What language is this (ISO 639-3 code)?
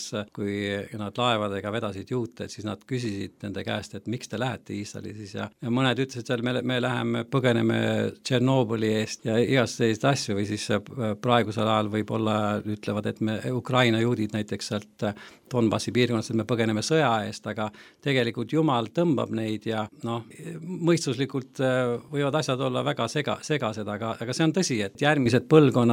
est